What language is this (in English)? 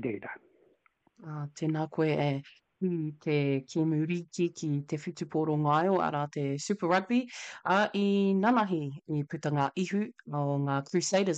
Māori